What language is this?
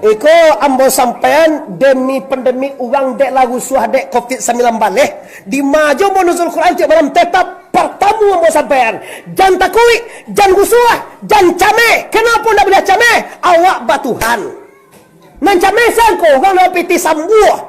Minangkabau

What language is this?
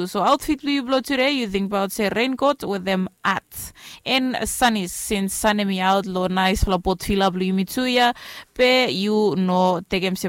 Bislama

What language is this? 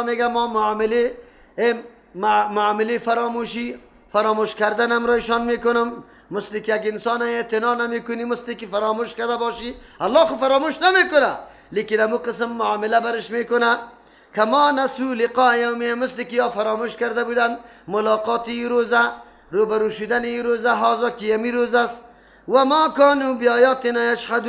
Persian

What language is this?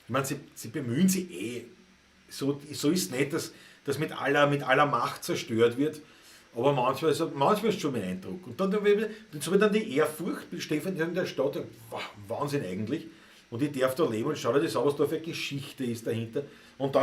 Bavarian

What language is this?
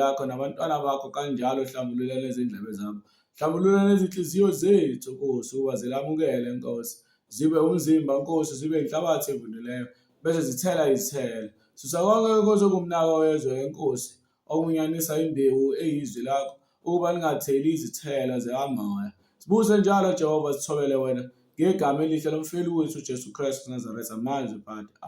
Zulu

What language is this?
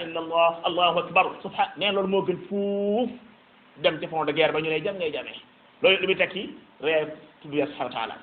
Wolof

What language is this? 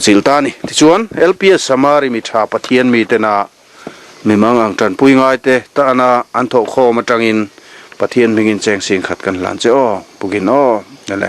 Mizo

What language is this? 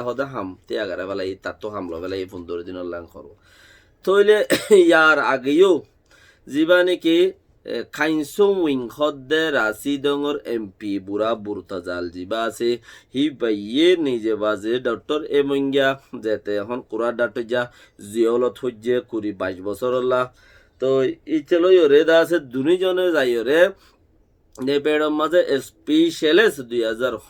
Rohingya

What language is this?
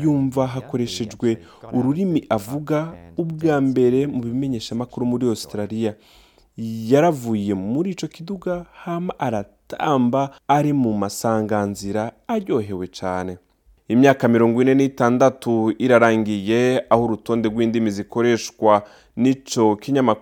Rundi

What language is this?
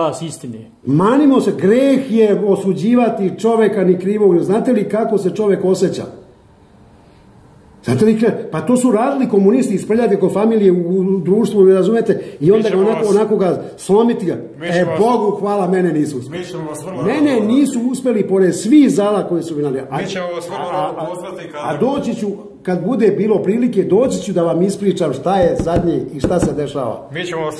Serbian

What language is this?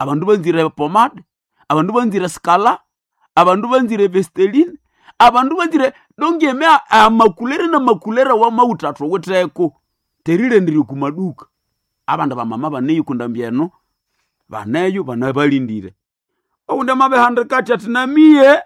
Nande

